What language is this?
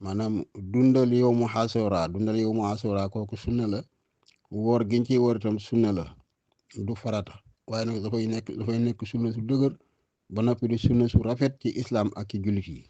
Wolof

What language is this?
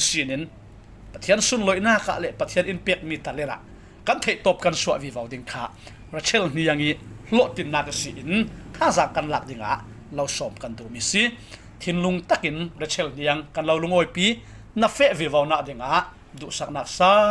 Falam Chin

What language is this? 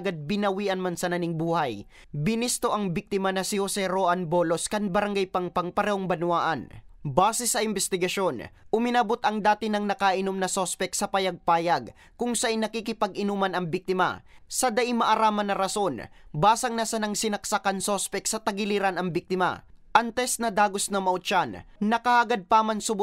Bikol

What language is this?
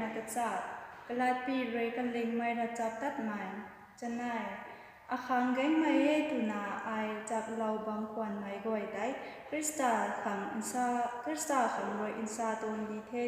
Rongmei Naga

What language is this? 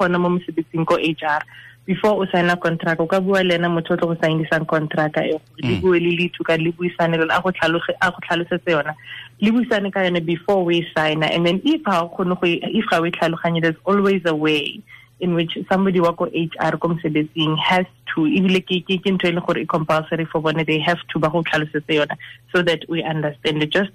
Tswana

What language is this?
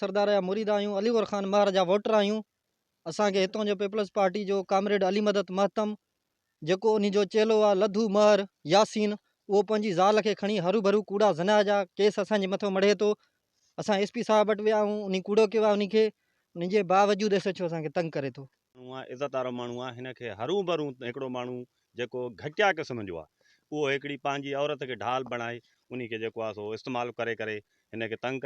Sindhi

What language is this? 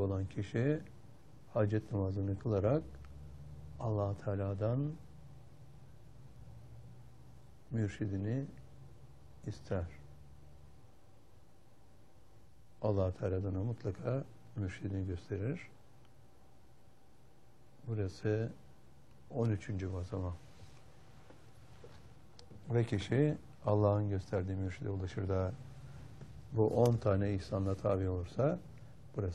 Turkish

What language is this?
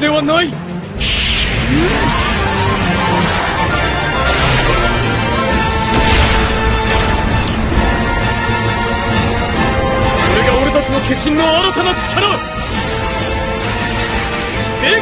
Japanese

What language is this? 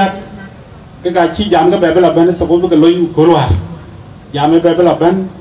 Dinka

